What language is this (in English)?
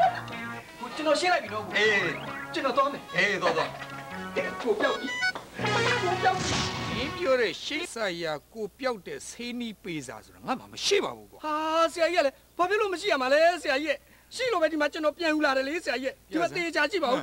Burmese